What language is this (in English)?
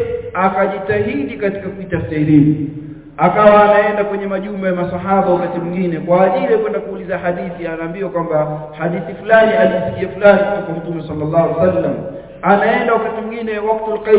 Swahili